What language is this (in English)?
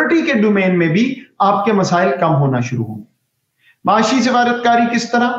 Urdu